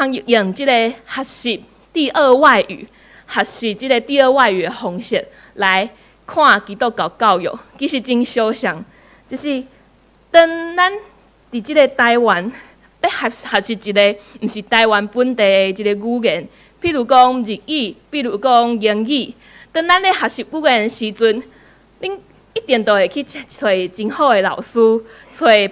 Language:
Min Nan Chinese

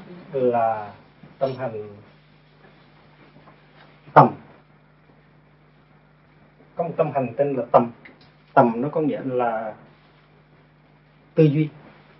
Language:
Vietnamese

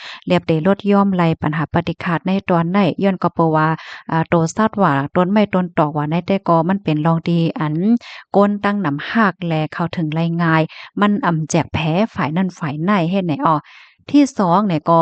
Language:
Shan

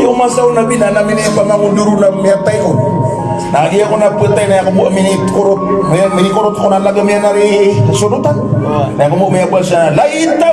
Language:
Maranao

